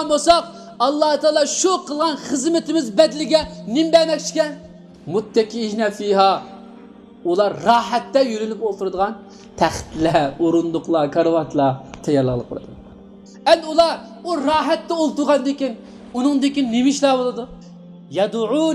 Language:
Uyghur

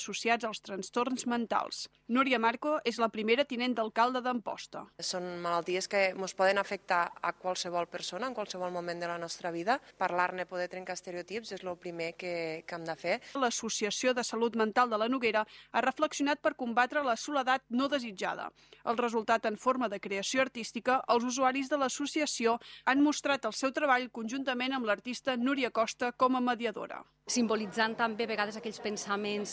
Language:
Catalan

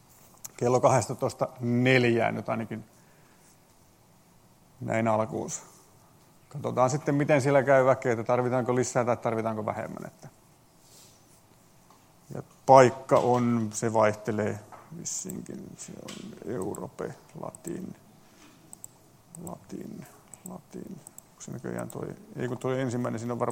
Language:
Finnish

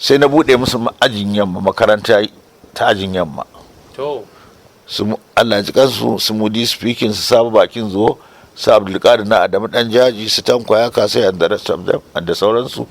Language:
Hausa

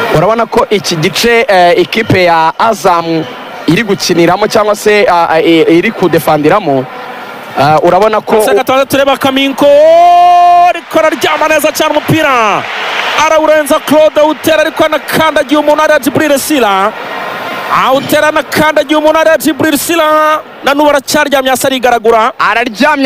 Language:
Kinyarwanda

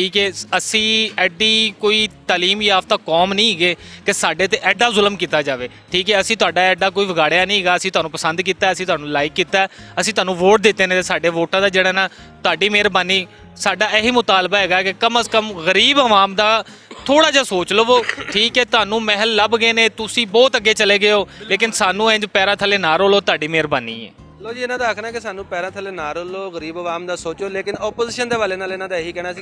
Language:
Western Panjabi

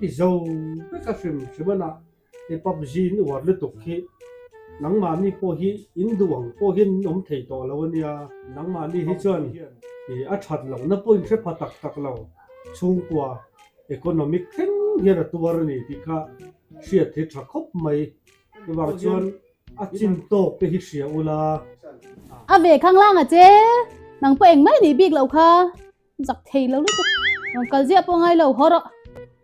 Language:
Mizo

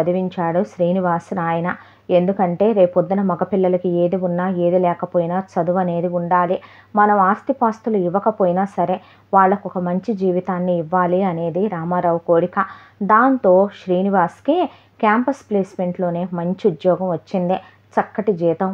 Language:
Telugu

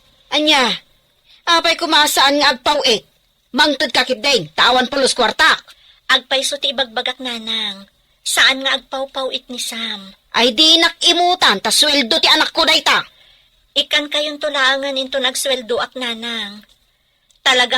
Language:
Iloko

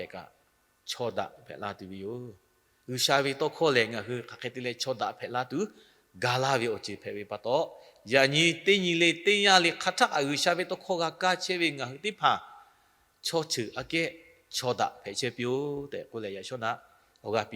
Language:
Lahu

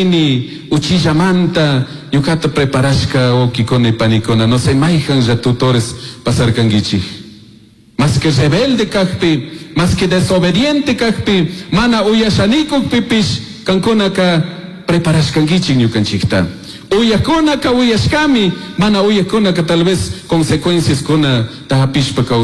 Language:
Chimborazo Highland Quichua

